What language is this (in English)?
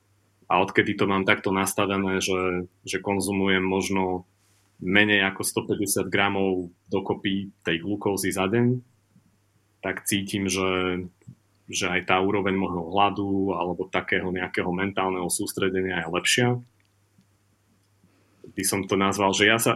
Slovak